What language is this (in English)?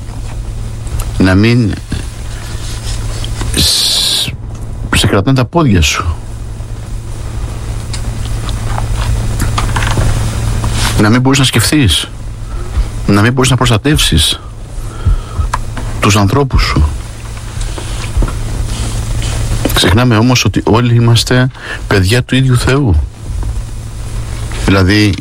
Greek